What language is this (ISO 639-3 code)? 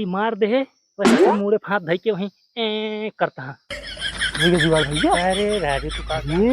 awa